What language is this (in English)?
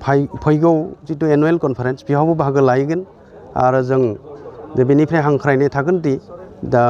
Bodo